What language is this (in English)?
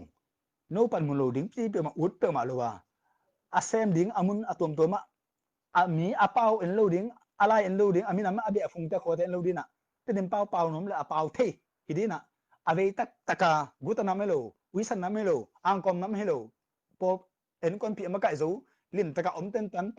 Tedim Chin